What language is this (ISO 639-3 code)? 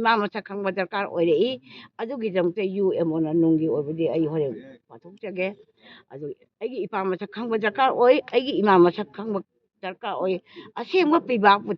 mni